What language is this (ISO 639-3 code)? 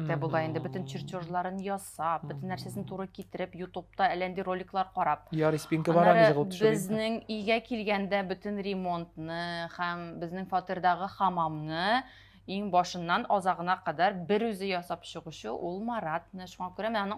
tat